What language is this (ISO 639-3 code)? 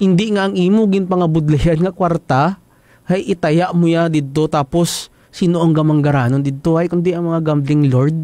hil